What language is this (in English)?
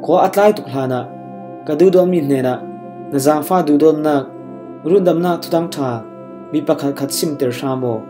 Falam Chin